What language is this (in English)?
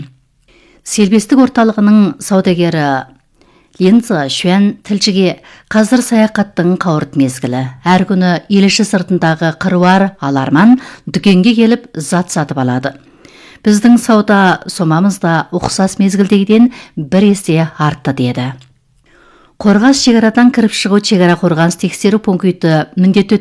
Kazakh